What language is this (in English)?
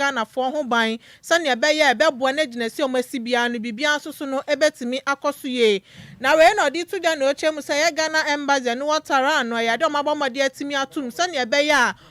Akan